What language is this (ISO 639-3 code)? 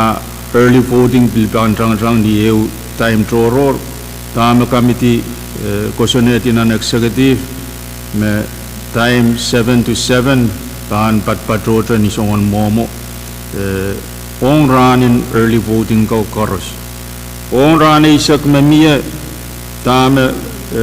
pon